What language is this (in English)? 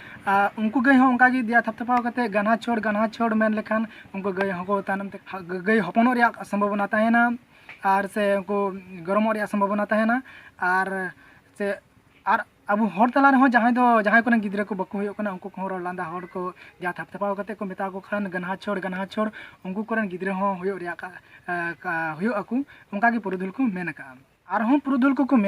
Santali